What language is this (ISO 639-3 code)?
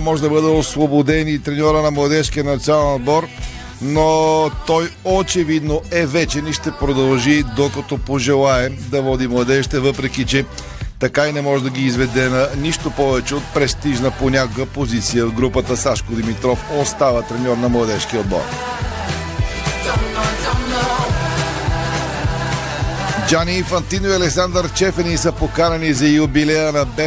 bul